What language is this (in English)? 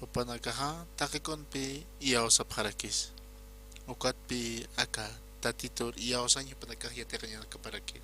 Aymara